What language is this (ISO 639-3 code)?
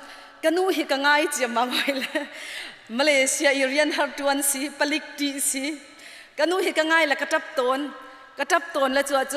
cnh